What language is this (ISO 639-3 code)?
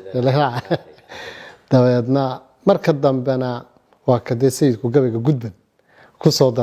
som